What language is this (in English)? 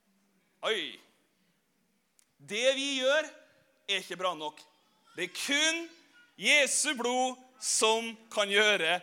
Norwegian